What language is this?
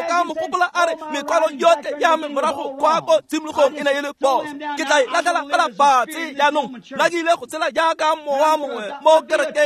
Tswana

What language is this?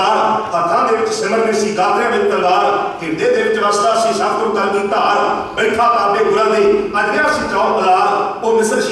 Punjabi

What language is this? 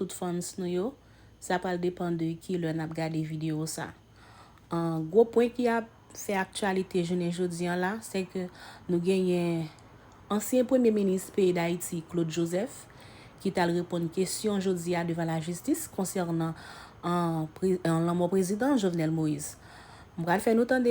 Haitian Creole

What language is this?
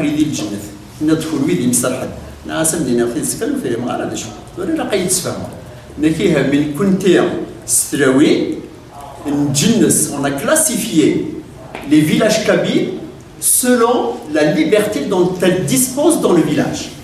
Kabyle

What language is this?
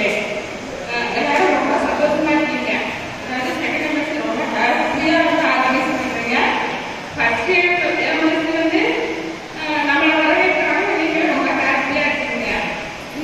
Tamil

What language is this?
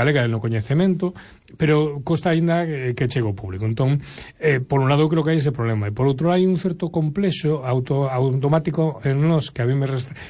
Galician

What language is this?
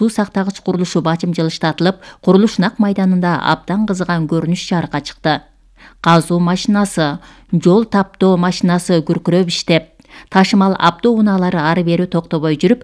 Kyrgyz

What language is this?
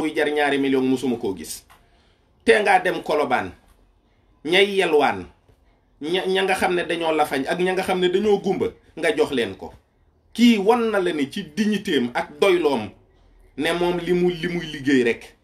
Wolof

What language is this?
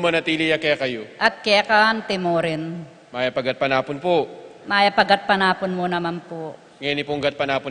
Pampanga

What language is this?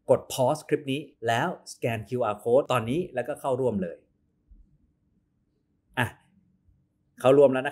Thai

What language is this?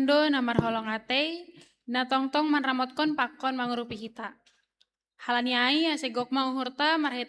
Batak Simalungun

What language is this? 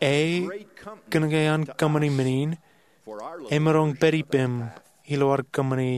Marshallese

